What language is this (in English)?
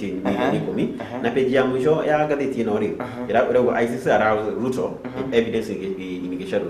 Kikuyu